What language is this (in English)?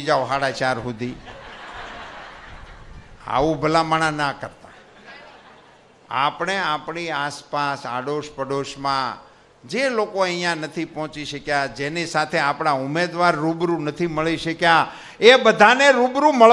Gujarati